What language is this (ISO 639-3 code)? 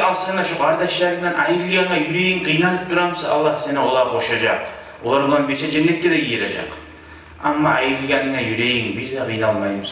kum